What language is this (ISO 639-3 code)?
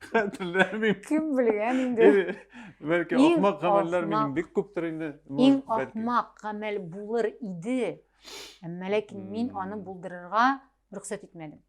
tat